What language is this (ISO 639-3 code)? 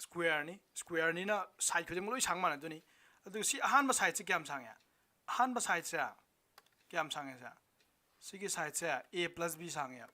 mni